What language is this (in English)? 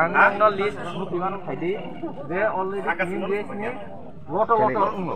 Kok Borok